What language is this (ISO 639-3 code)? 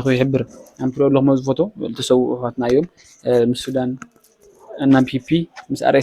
tir